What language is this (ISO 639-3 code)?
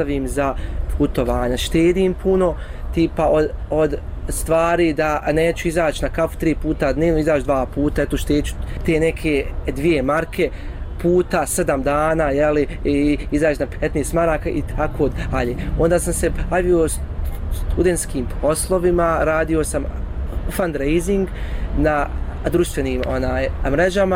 bos